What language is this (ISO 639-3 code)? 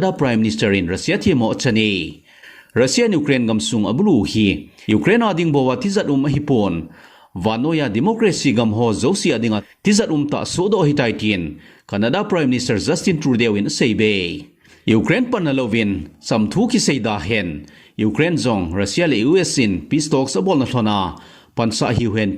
tcz